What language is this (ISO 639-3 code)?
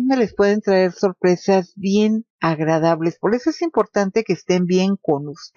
spa